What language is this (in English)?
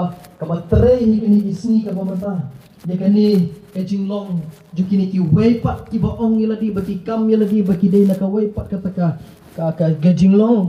Khasi